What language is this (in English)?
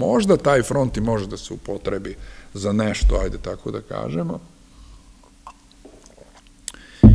Serbian